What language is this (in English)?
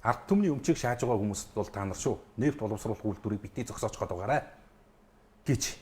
Mongolian